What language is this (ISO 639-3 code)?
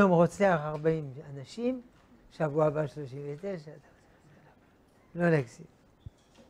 heb